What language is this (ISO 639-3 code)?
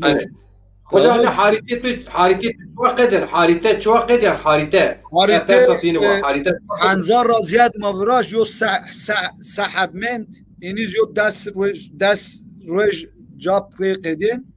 zza